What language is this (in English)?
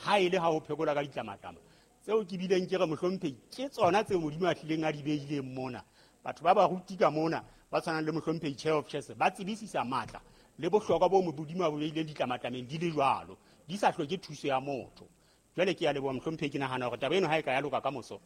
Southern Sotho